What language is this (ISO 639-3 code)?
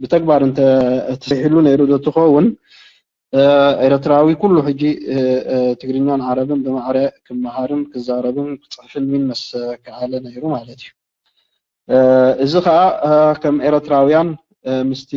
tir